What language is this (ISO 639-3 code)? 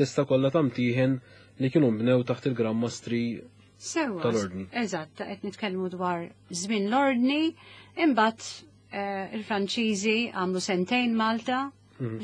mlt